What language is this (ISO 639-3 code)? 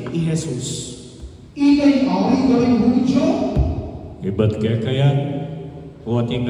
pam